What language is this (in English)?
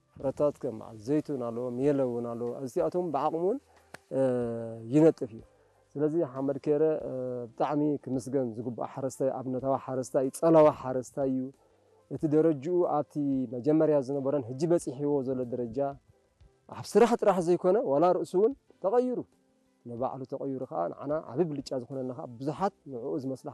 Tigrinya